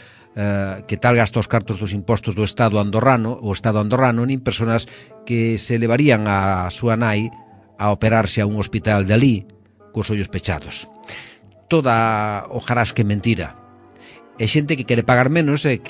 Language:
Galician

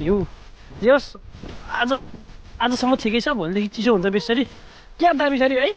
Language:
Nepali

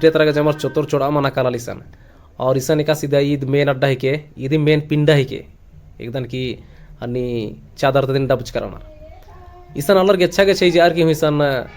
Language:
Kurukh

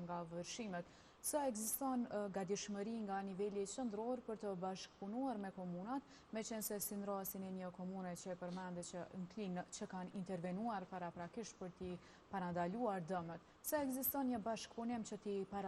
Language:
Albanian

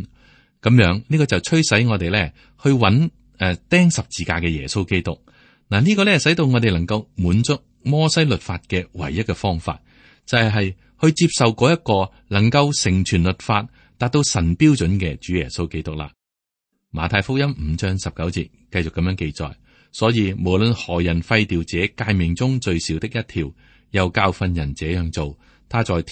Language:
Cantonese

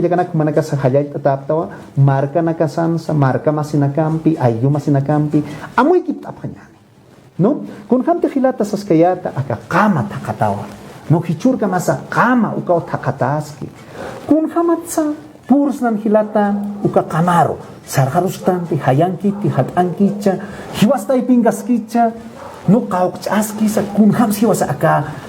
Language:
Aymara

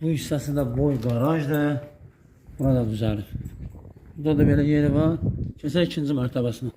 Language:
Azerbaijani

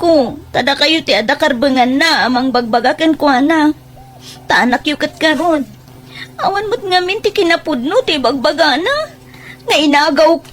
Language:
Iloko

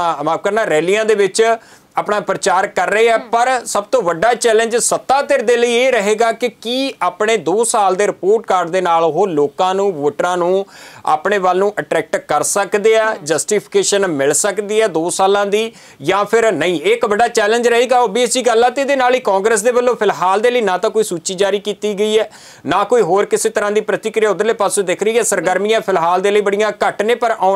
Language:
Punjabi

